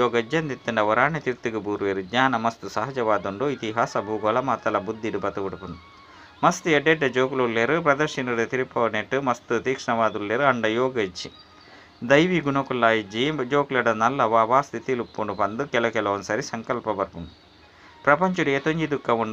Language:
Tulu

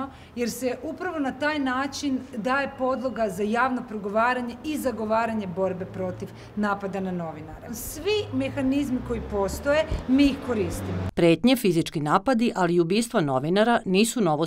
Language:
Serbian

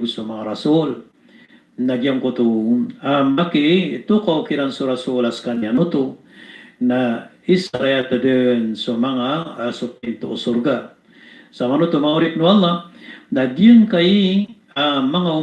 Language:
Maranao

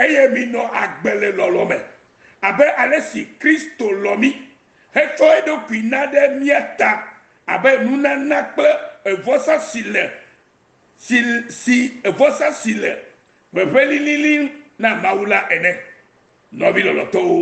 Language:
Ewe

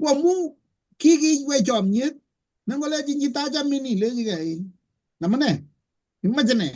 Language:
Kalenjin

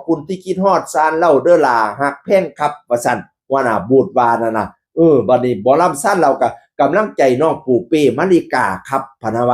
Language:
Northeastern Thai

